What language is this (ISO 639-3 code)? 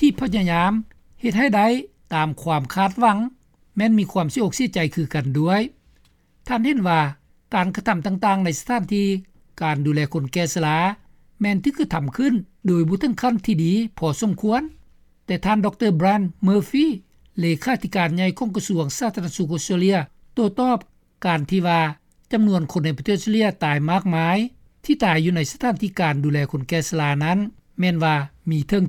lao